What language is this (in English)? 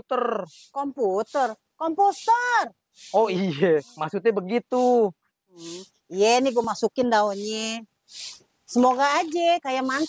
Betawi